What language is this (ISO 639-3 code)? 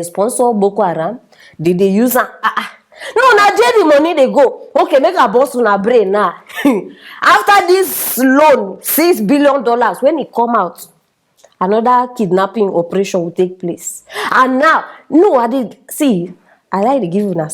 pcm